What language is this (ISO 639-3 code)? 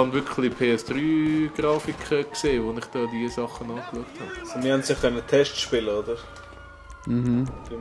gsw